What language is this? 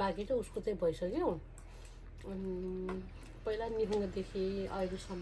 Nepali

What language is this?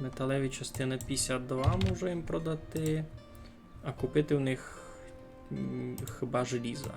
Rusyn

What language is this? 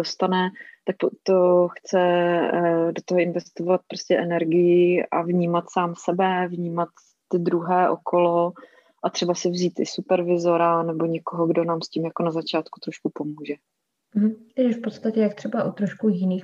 Czech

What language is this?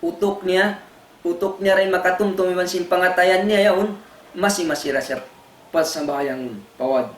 Tausug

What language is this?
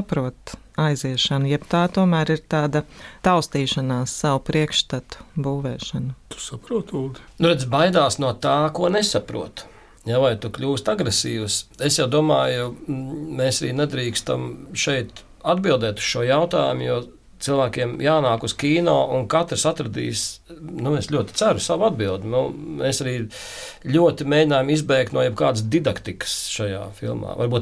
Latvian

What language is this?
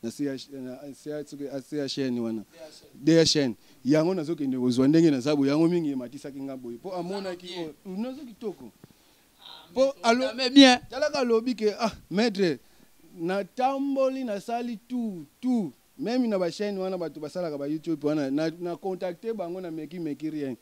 Lingala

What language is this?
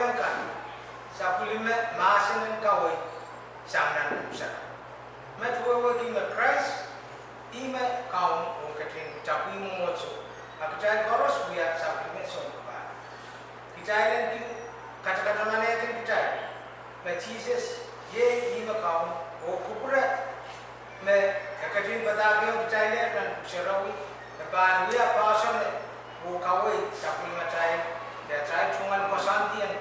Pohnpeian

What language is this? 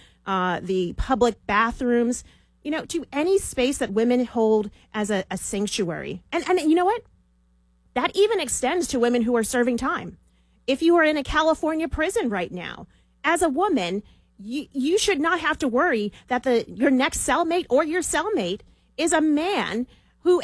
English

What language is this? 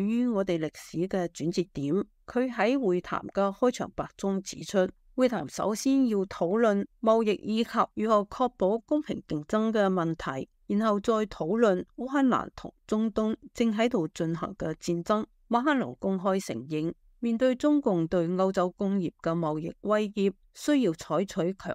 Cantonese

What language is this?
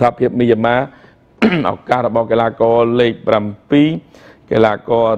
Khmer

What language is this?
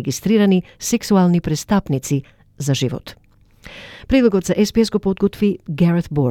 Macedonian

